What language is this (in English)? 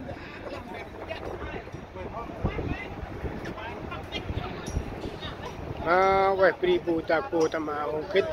Central Mnong